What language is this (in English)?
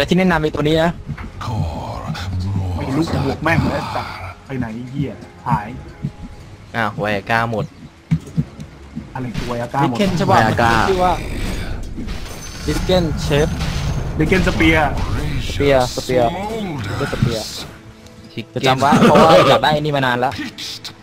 Thai